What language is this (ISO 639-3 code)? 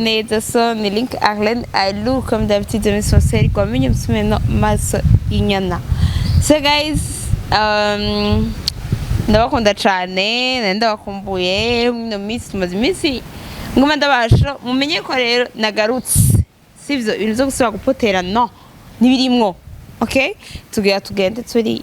run